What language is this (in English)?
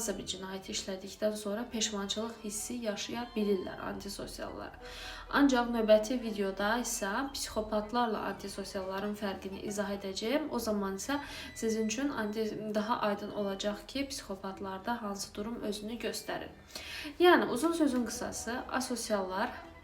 Azerbaijani